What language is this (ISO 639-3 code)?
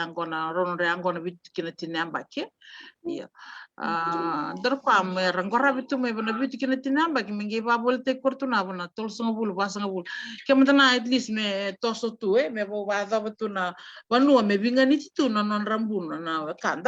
fij